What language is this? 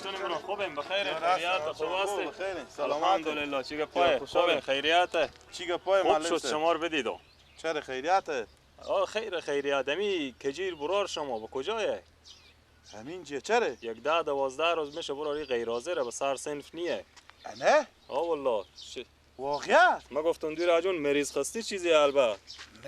Persian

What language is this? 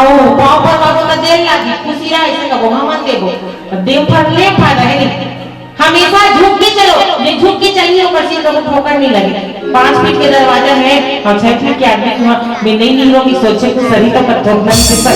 Chhattisgarhi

